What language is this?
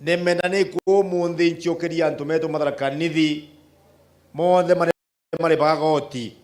Meru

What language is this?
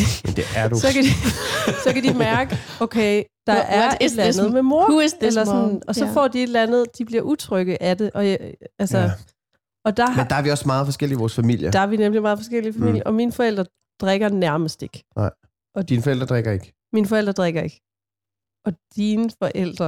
Danish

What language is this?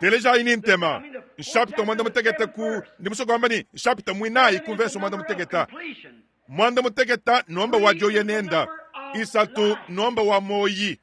Luba-Lulua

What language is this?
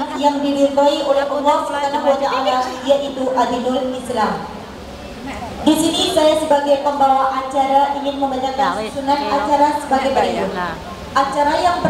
Indonesian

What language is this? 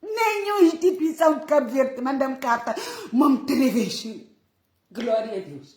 Kabuverdianu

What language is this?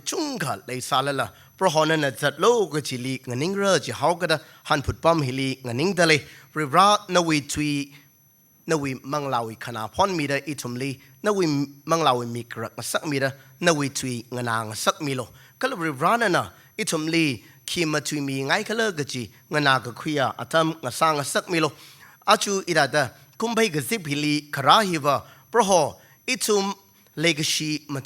Tangkhul Naga (India)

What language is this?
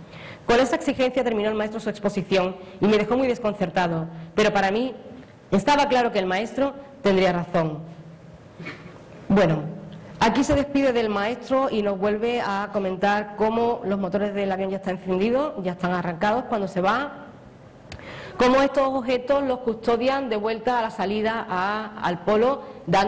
Spanish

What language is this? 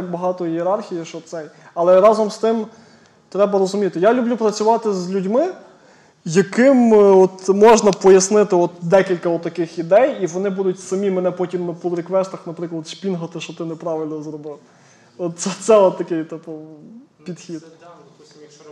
Ukrainian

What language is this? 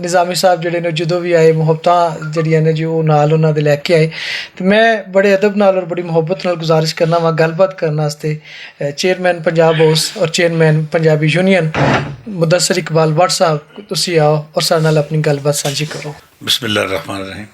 Western Panjabi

